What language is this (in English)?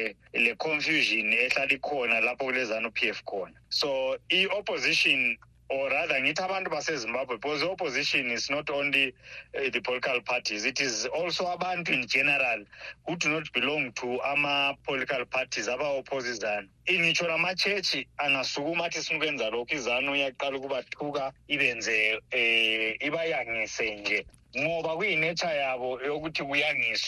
North Ndebele